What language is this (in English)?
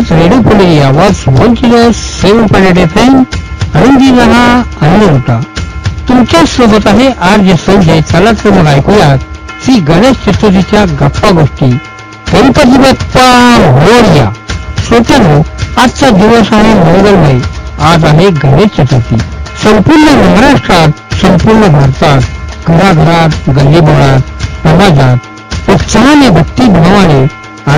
Marathi